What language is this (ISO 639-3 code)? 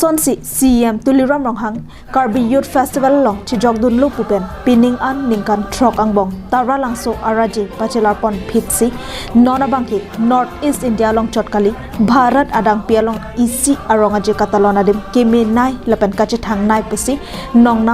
mjw